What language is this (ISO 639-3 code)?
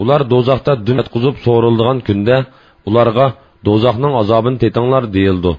uig